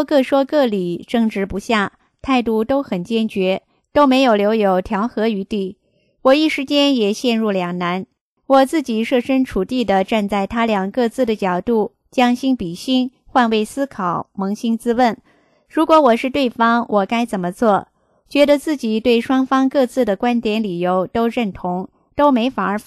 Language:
Chinese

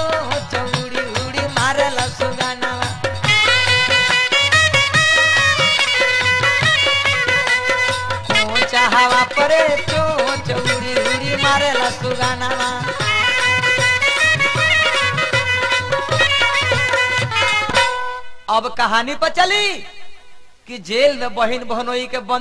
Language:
Bhojpuri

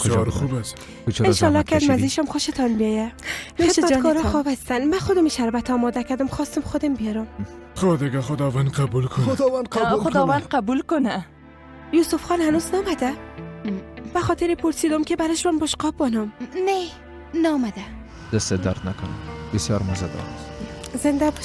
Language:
Persian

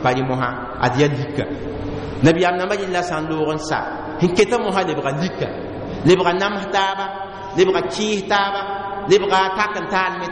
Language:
Mossi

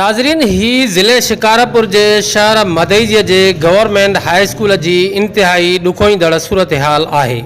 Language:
Sindhi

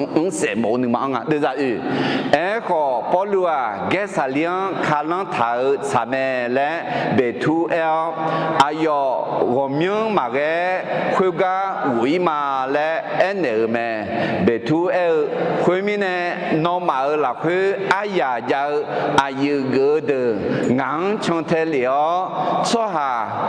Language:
Akha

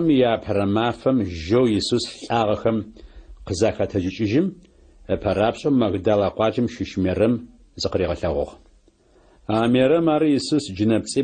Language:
Adyghe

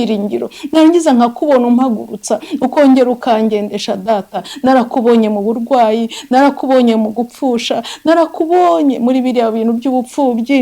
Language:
Kinyarwanda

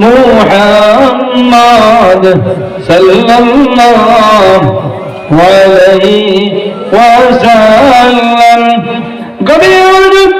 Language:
Sylheti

